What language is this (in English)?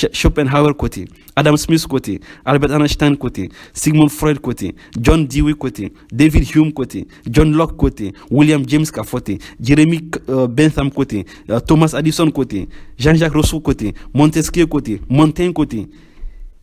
Bambara